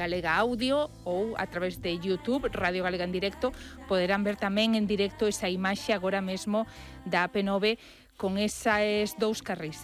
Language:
Galician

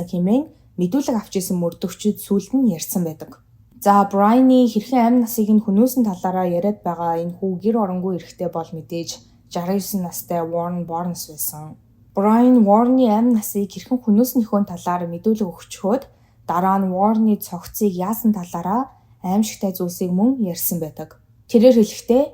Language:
Mongolian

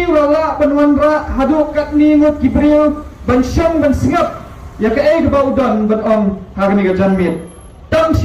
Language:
Khasi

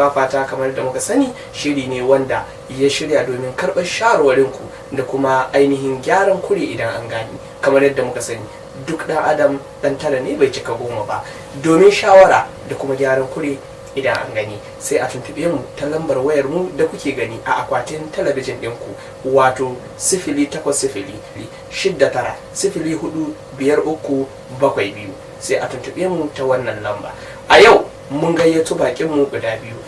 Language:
Hausa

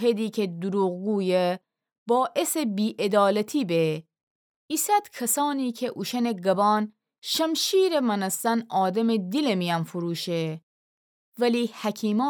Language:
Gilaki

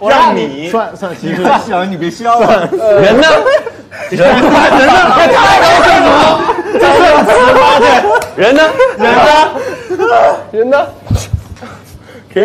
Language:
Chinese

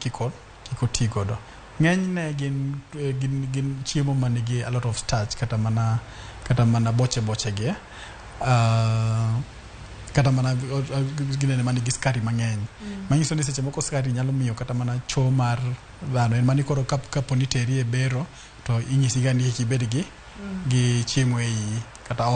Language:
Luo (Kenya and Tanzania)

